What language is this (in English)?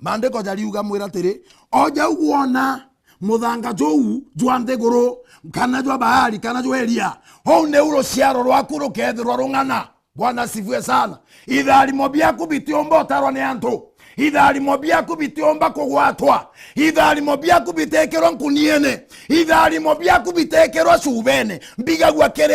Meru